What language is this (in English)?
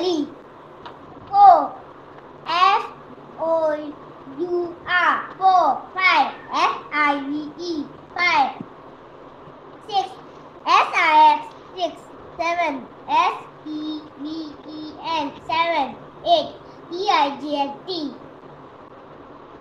Marathi